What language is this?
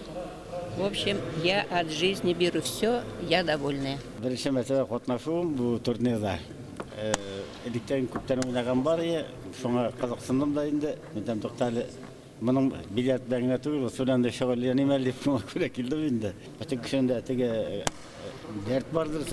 Tatar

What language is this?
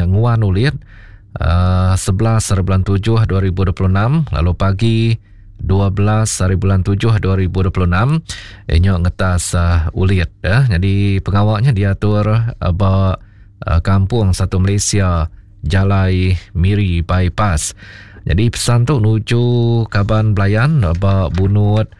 Iban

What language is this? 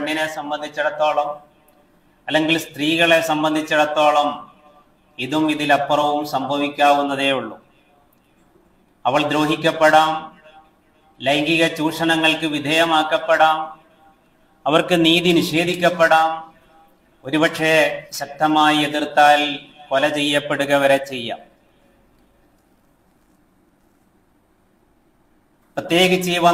Malayalam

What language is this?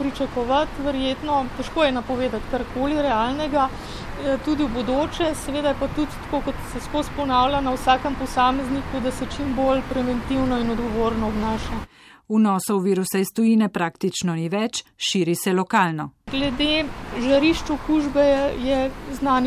Slovenian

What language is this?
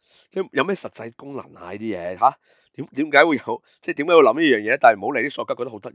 Cantonese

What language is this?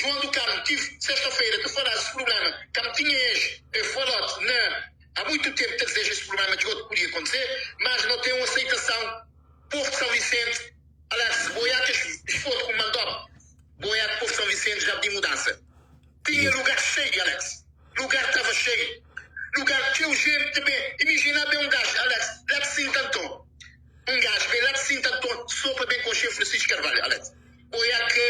Kabuverdianu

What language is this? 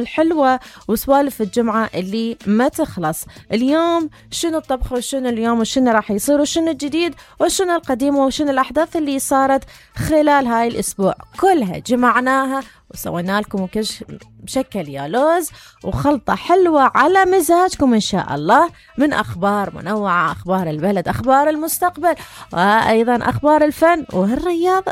Mesopotamian Arabic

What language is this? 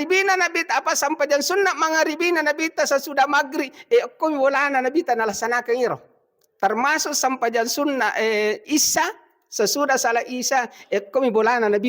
Buginese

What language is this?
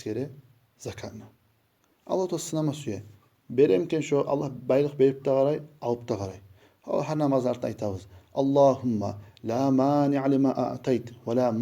Kumyk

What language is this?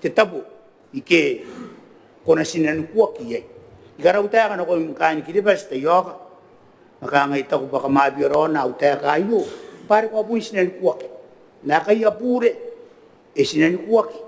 Gilbertese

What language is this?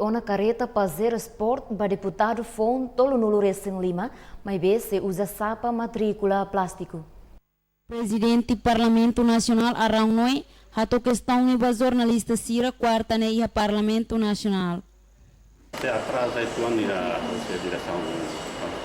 Tetum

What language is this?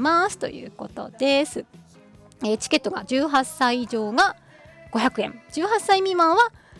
Japanese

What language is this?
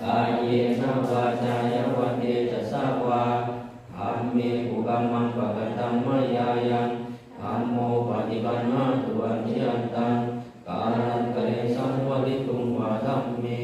Pali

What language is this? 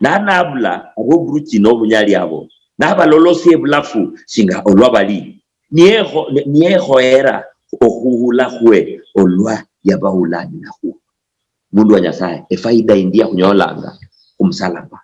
Luyia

